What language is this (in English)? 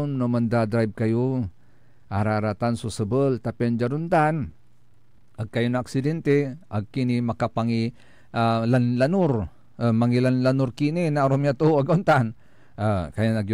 Pangasinan